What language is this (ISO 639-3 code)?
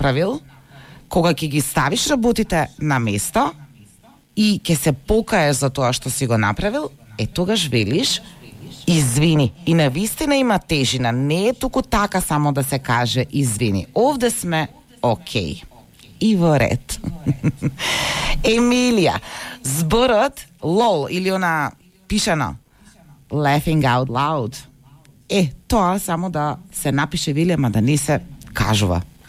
mkd